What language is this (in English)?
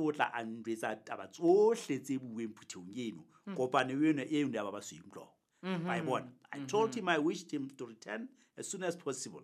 Southern Sotho